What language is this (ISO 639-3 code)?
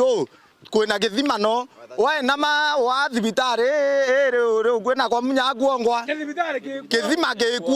mer